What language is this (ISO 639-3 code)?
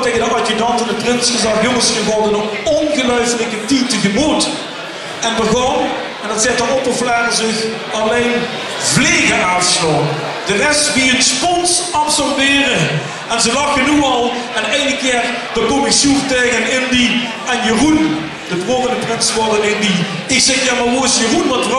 lim